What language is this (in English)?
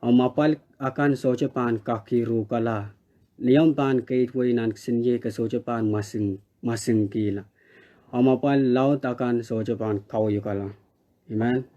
Pohnpeian